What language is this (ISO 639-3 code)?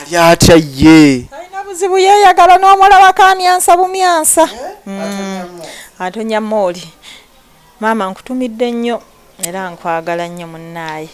lug